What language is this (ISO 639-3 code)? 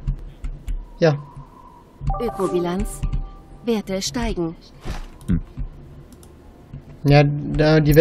deu